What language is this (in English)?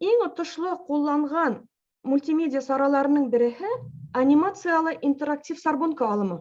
Bashkir